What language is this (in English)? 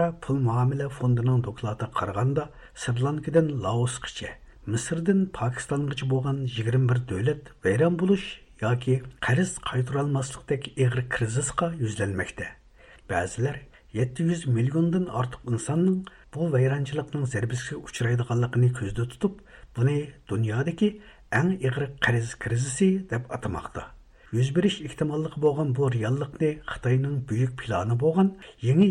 Uyghur